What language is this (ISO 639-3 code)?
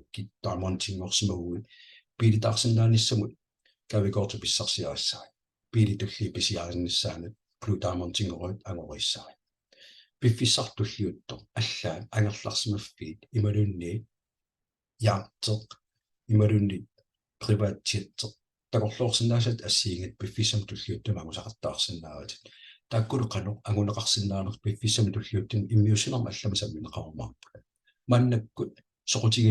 kal